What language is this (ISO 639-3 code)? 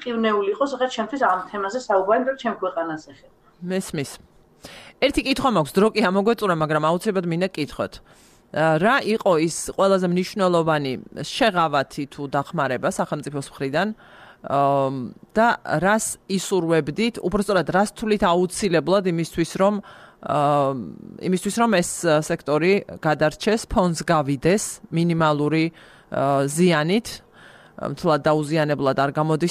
kat